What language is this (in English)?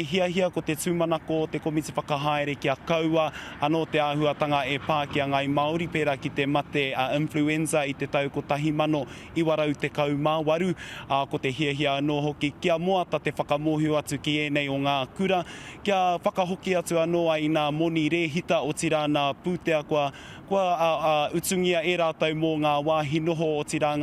Māori